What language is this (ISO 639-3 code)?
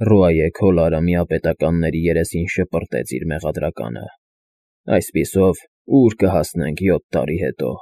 hye